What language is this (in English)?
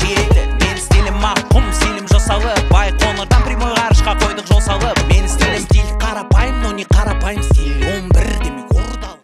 Kara-Kalpak